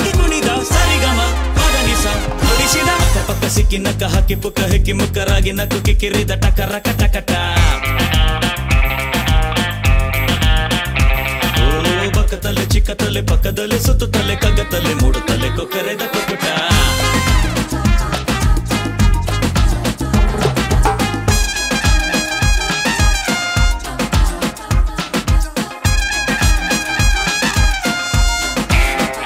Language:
Kannada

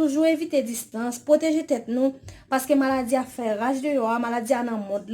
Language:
Haitian Creole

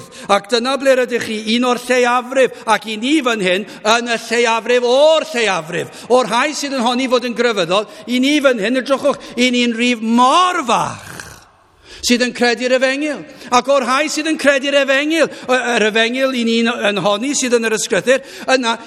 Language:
Welsh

